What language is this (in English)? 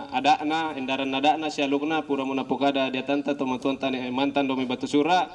Toraja-Sa'dan